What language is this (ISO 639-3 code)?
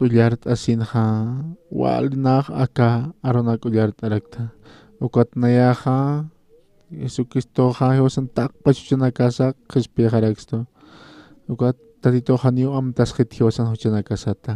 aym